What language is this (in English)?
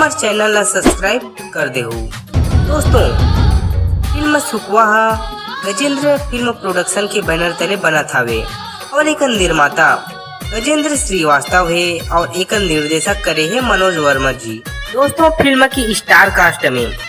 Chhattisgarhi